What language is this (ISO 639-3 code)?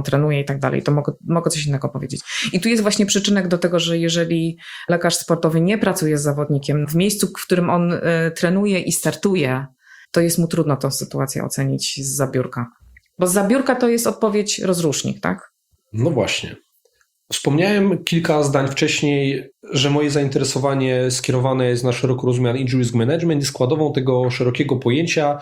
pol